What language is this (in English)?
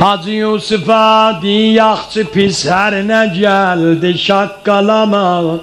South Azerbaijani